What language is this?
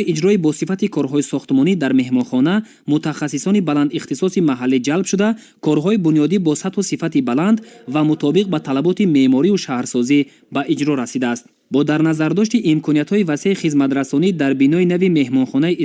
Tajik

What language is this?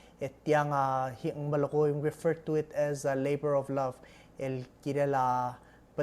Palauan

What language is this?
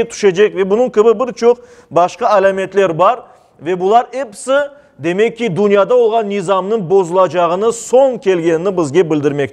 Crimean Tatar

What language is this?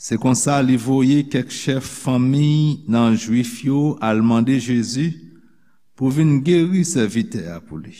Haitian Creole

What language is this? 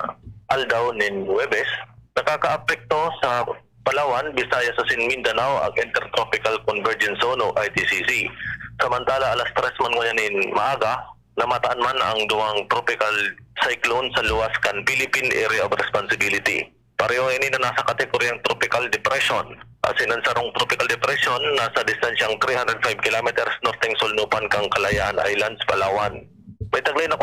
Bikol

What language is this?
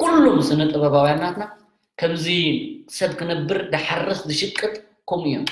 Tigrinya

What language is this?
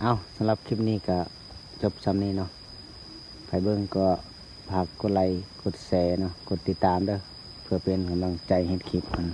Lao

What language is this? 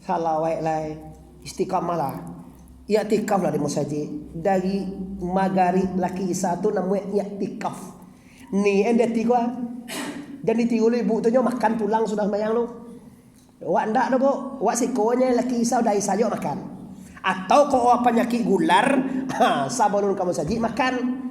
Minangkabau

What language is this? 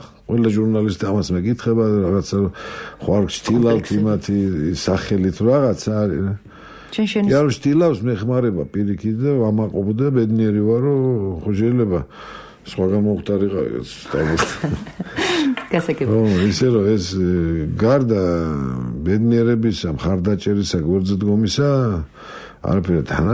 Georgian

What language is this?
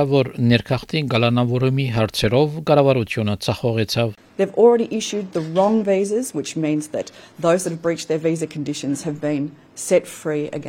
Armenian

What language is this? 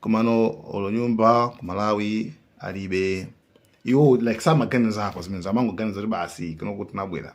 Nyanja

